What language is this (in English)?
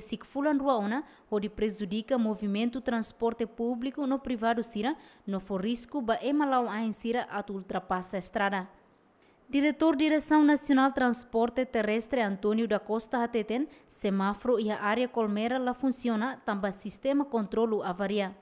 Tetum